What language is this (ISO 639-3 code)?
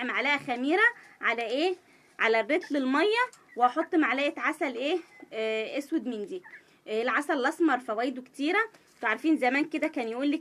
arz